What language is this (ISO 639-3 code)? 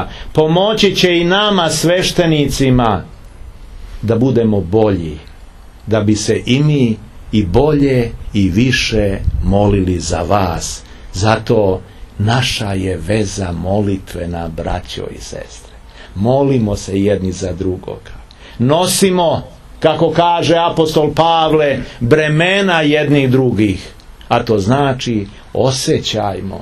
srp